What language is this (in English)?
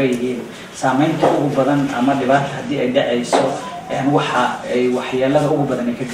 Somali